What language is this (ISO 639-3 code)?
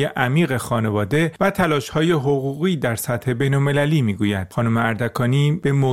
fas